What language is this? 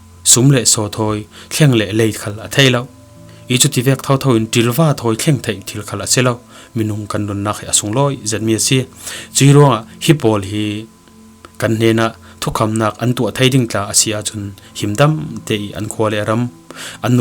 Falam Chin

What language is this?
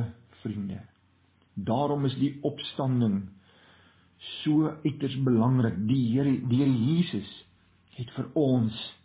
Afrikaans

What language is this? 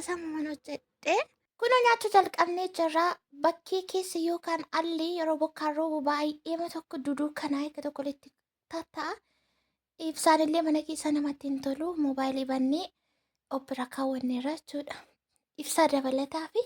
Oromo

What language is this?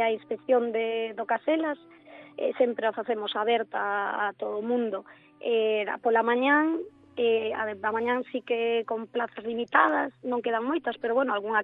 Galician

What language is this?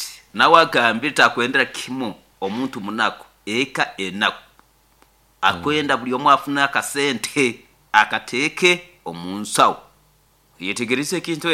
Nyoro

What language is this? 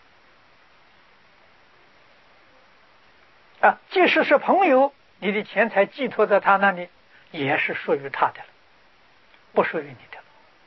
Chinese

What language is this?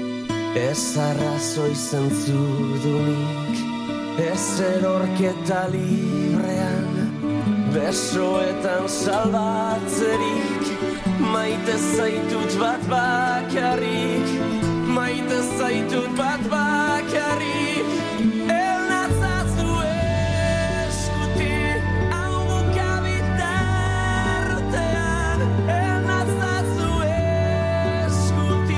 Basque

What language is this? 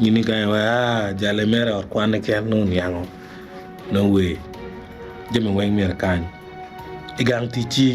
Acoli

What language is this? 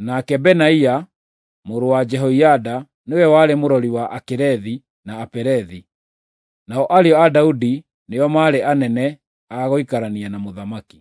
Kikuyu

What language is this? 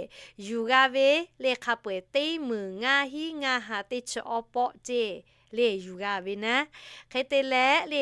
Lahu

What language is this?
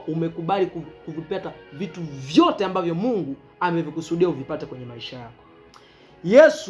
Swahili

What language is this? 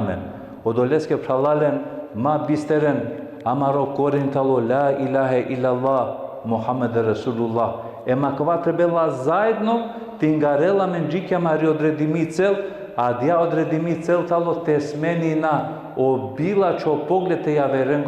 Balkan Romani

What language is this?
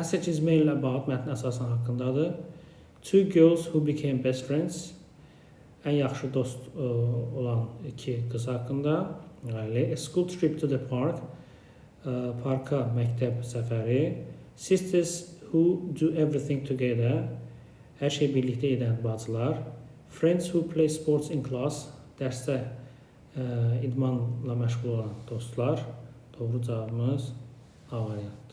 Azerbaijani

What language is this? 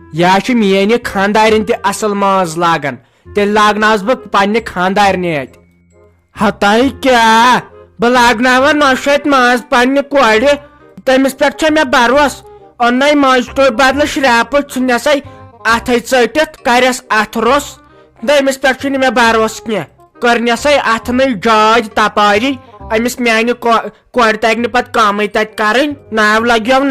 Kashmiri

